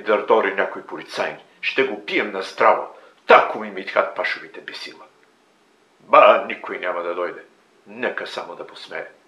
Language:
Bulgarian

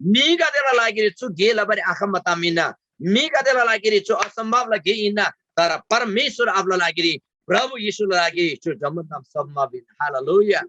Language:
Eastern Tamang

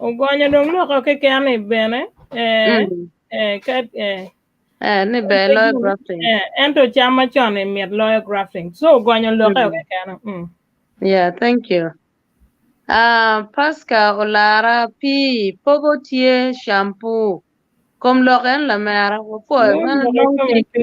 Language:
Acoli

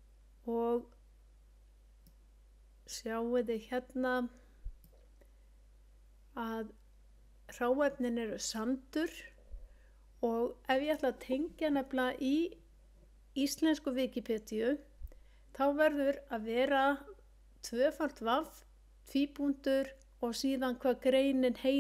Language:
Icelandic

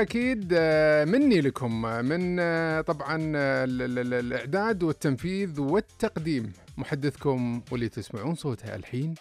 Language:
Najdi Arabic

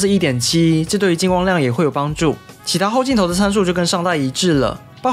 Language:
Chinese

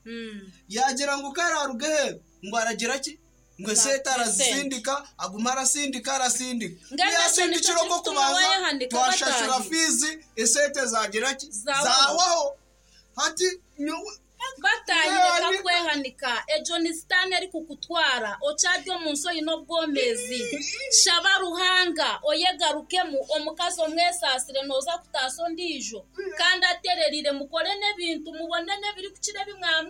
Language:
Nyankole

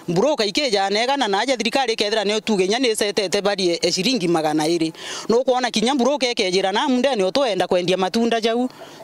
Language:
Meru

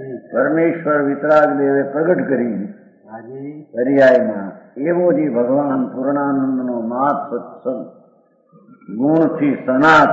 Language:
Gujarati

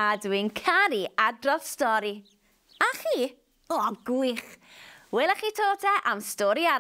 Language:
Welsh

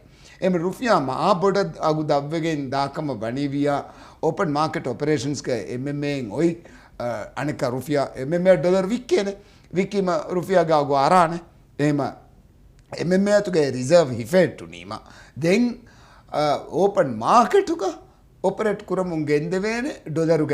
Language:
Divehi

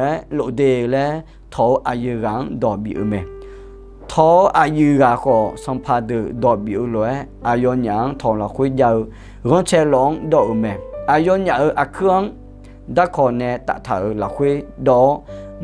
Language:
Akha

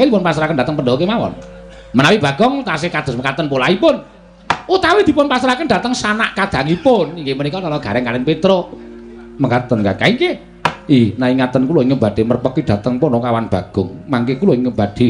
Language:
Javanese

